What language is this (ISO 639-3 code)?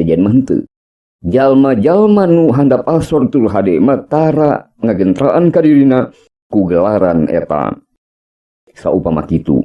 sun